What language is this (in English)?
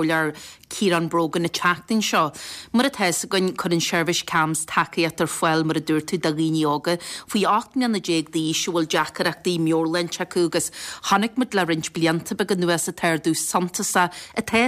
Irish